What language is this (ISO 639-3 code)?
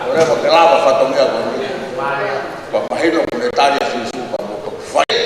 ton